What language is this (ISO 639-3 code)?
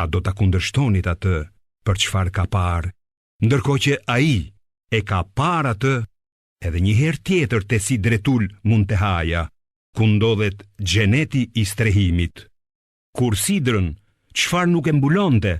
sqi